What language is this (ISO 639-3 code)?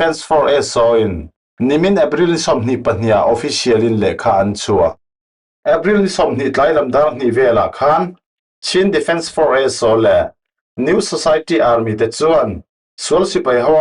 cfm